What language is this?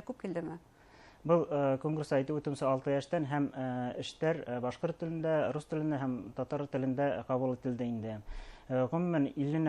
Bashkir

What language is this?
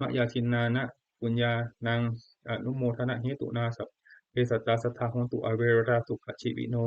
Pali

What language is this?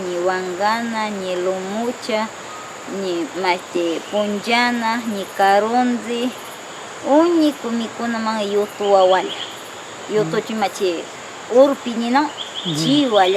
Northern Pastaza Quichua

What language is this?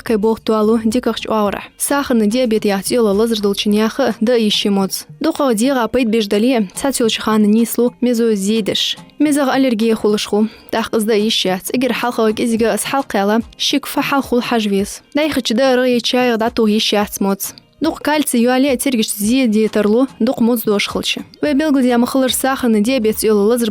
Ingush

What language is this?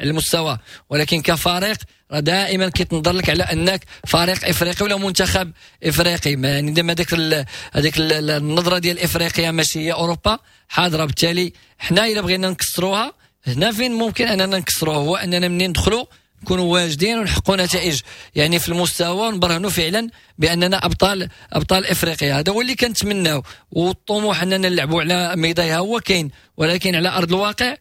Moroccan Arabic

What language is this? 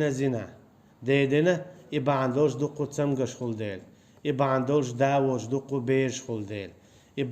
Chechen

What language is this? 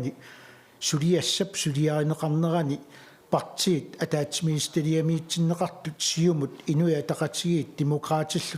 Kalaallisut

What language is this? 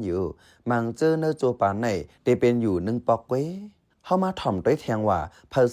Shan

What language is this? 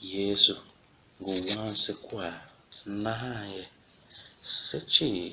Tiv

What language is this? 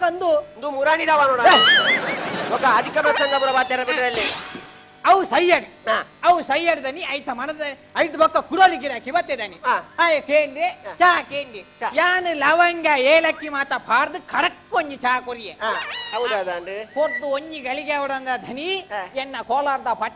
Tulu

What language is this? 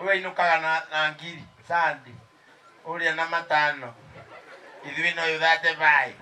Kikuyu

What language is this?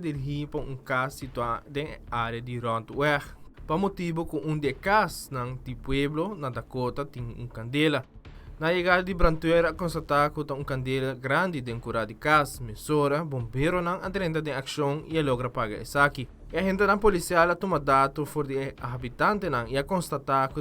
Papiamento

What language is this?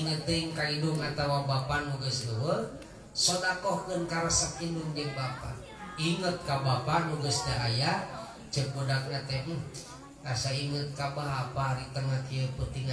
Sundanese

